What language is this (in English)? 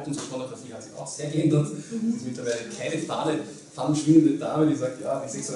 German